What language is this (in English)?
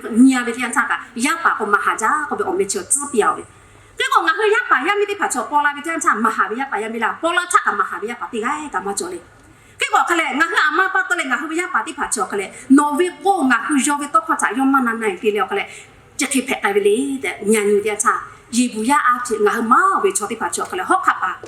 Lahu